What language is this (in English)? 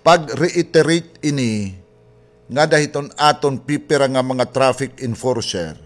Waray